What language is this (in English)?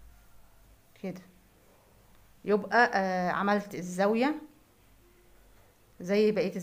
Egyptian Arabic